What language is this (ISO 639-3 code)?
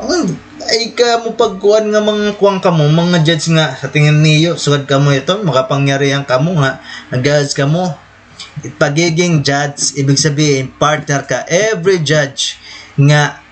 war